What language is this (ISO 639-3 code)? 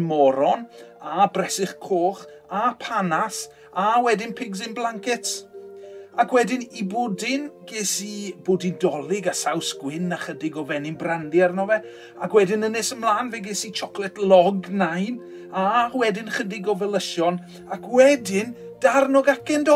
cym